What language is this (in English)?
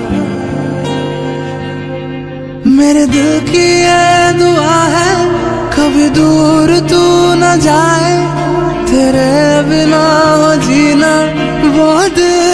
Hindi